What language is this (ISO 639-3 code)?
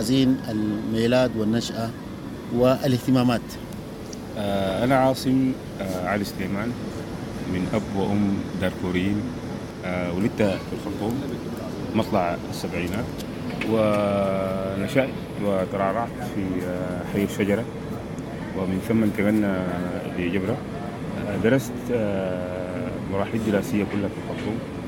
apd